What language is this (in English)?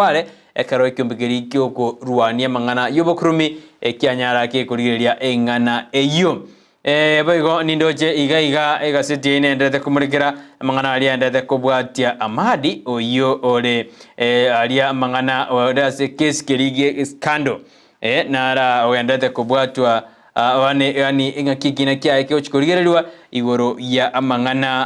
Gusii